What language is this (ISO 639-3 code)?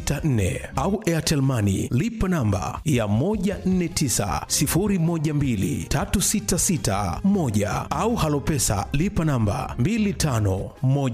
swa